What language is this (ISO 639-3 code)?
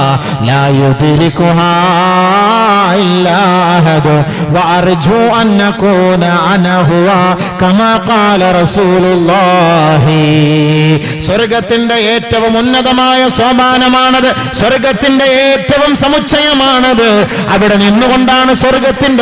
mal